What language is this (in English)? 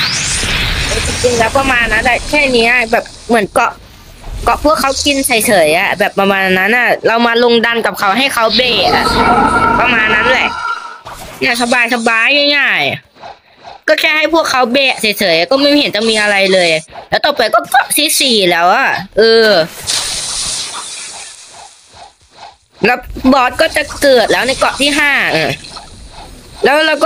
Thai